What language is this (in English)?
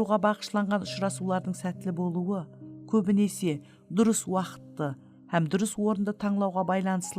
Kara-Kalpak